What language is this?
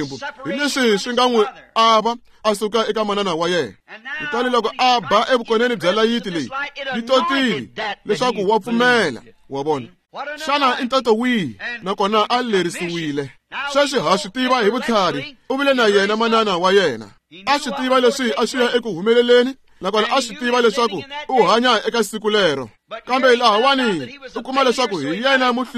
Tsonga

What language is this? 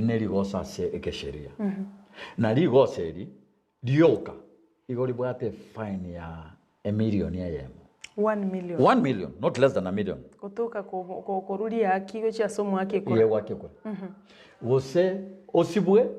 Gusii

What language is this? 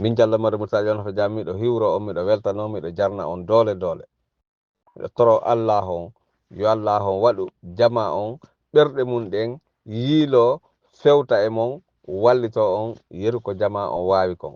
Fula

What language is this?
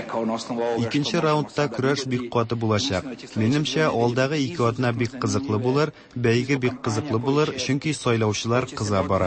Tatar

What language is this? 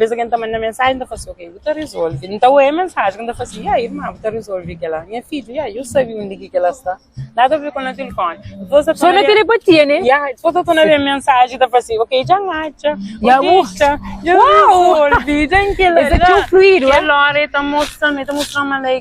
Kabuverdianu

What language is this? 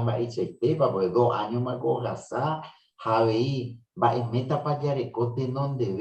Guarani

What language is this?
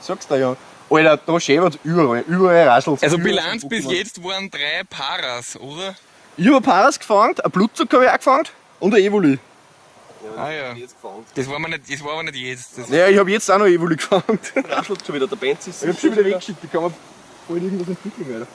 Bavarian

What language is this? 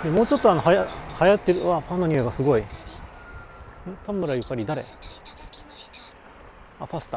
Japanese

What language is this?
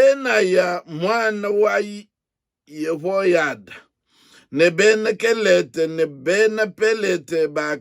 Luba-Lulua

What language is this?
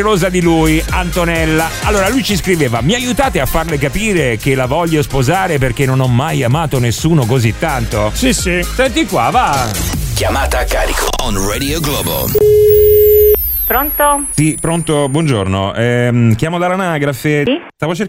Italian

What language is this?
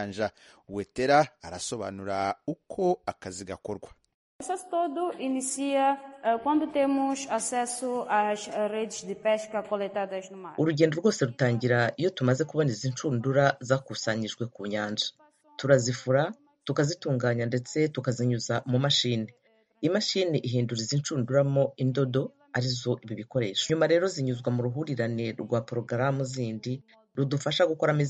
Kinyarwanda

